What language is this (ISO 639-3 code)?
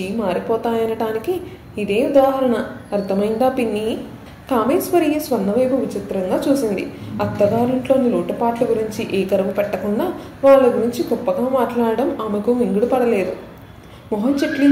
tel